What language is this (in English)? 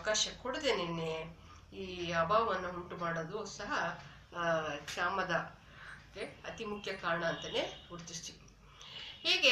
Kannada